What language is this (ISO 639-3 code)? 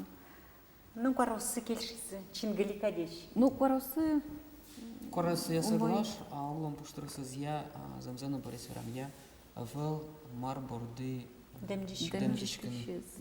udm